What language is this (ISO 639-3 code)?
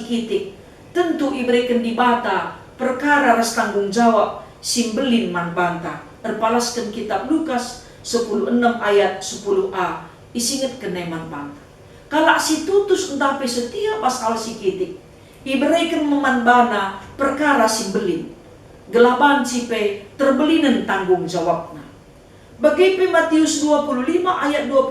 btx